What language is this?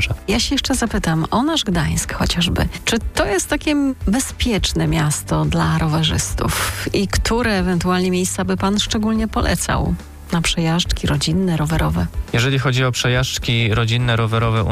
Polish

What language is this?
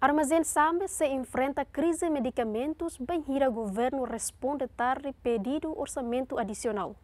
Tetum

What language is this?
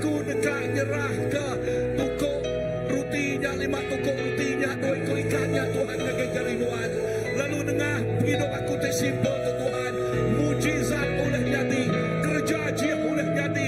Iban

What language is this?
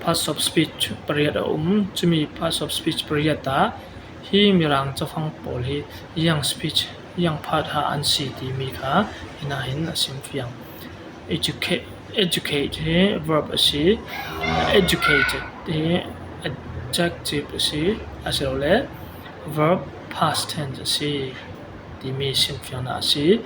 Falam Chin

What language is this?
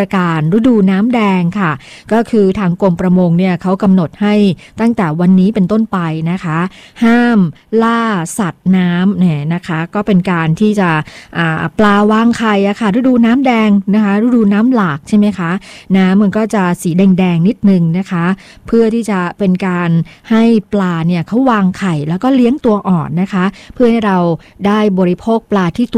Thai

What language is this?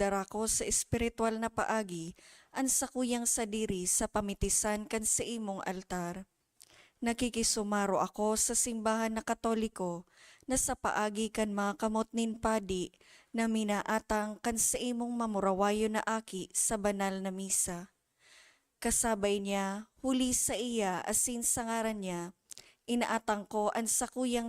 Bikol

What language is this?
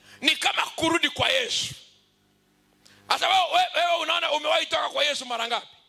Swahili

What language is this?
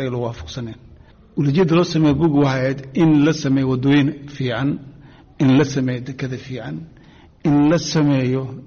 Somali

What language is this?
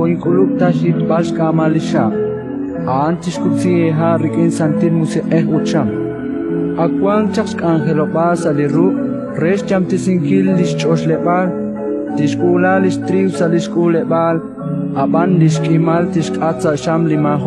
Kekchí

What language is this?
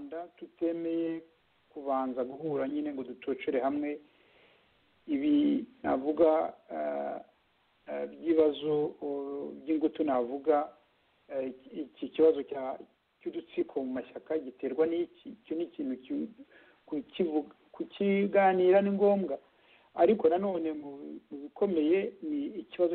Kinyarwanda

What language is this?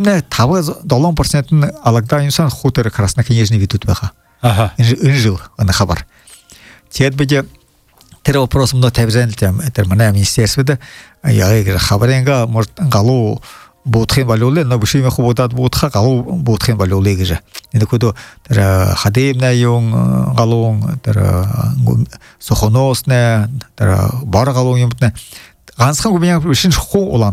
Buriat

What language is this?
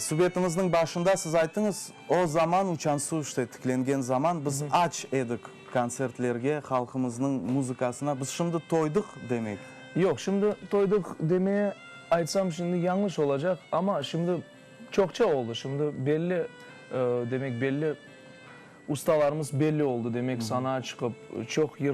Crimean Tatar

